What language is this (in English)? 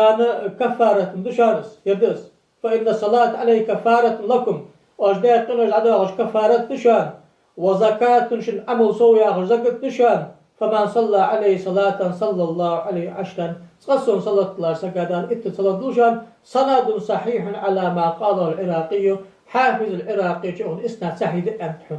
Ingush